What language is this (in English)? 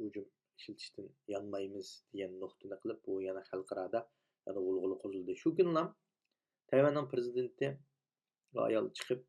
Uyghur